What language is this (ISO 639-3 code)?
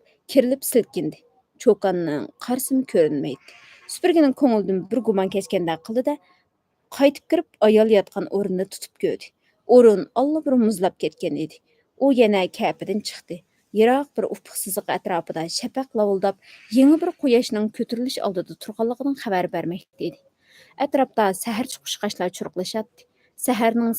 uig